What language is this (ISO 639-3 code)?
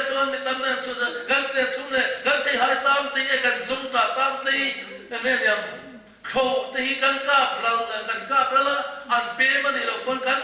lus